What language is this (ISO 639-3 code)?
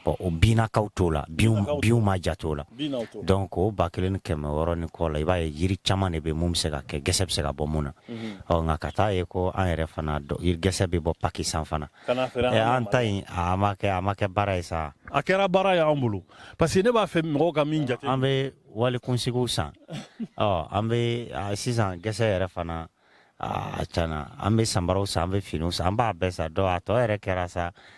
bam